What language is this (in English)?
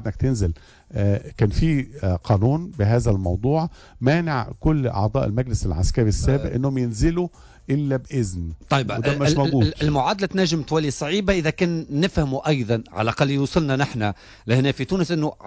Tunisian Arabic